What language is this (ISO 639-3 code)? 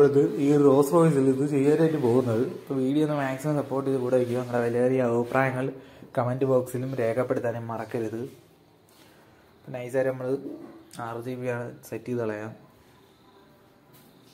mal